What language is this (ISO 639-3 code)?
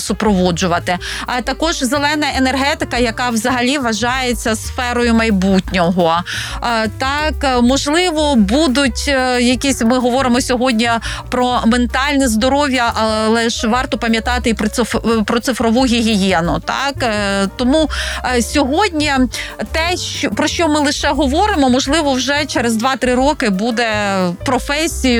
ukr